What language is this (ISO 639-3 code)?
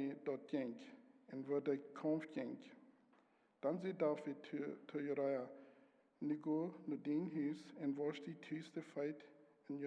pdt